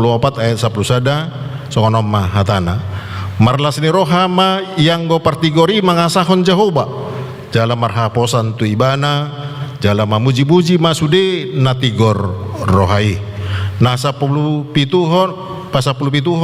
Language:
Batak Toba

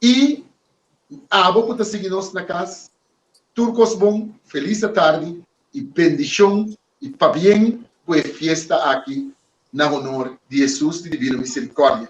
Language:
Papiamento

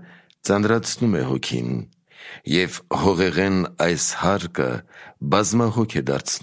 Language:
Armenian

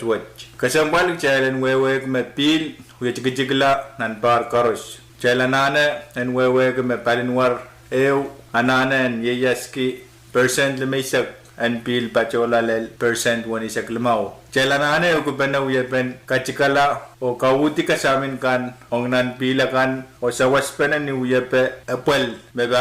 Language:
Pohnpeian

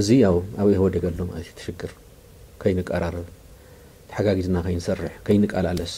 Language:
Tigrinya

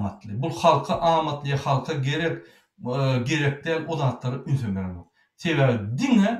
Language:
Turkmen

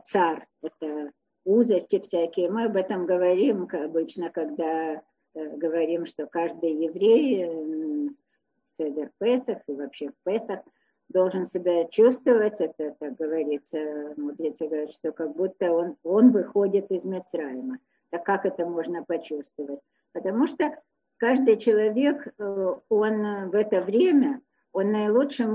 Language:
Russian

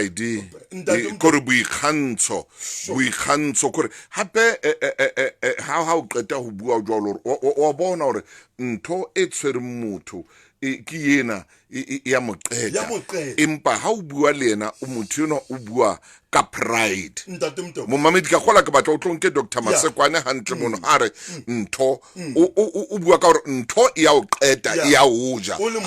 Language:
Southern Sotho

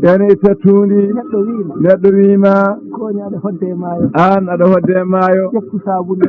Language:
Fula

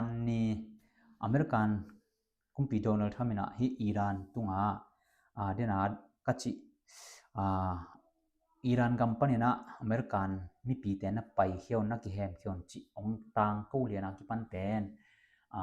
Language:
Tedim Chin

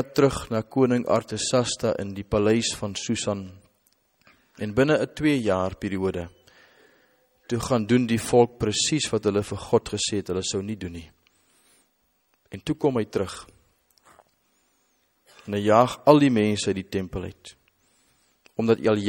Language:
Afrikaans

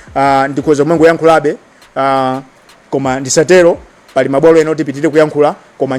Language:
Nyanja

